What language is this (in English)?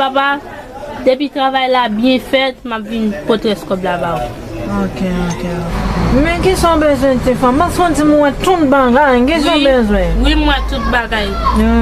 Haitian Creole